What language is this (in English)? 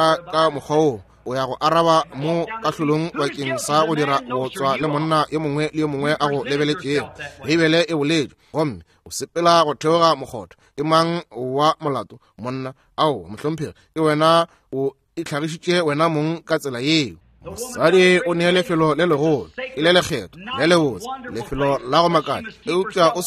Northern Sotho